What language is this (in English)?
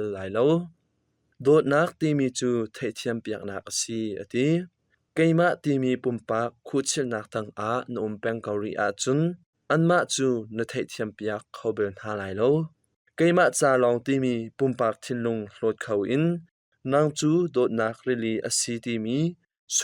Hakha Chin